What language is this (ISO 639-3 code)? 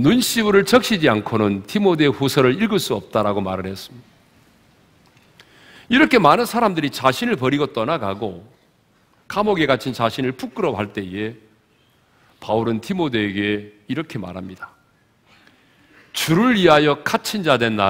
kor